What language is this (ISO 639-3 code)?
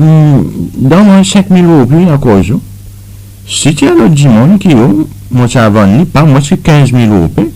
crs